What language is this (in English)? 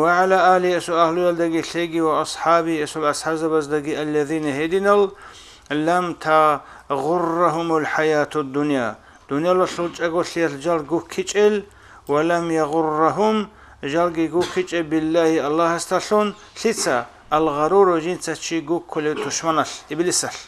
Avaric